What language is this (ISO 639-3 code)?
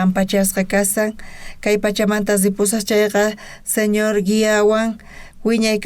quh